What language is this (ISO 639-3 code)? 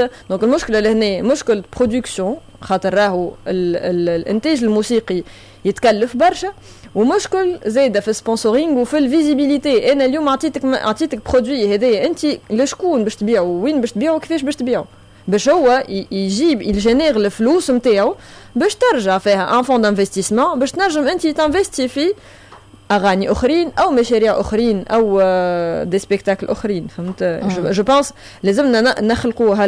aeb